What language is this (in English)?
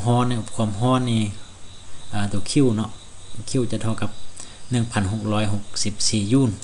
Lao